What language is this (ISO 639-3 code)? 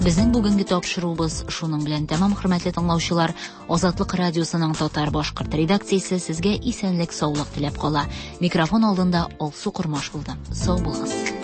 tat